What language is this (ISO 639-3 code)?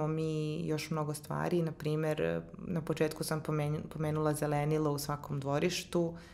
srp